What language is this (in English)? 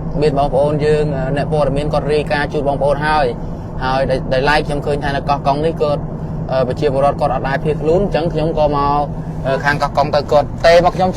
Khmer